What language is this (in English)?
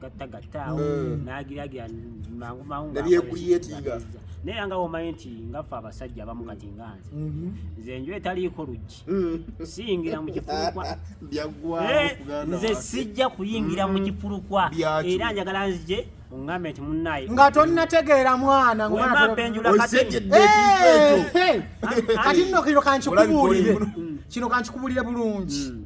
Ganda